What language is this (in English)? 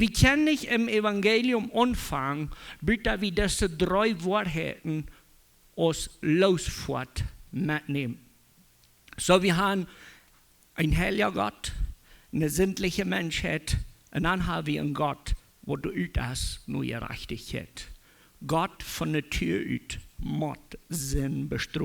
Plautdietsch